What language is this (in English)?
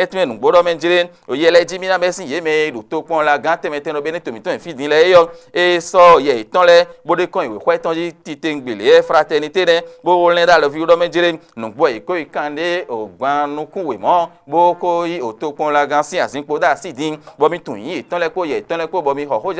Fon